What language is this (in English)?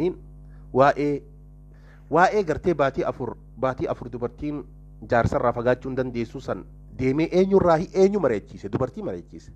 Oromo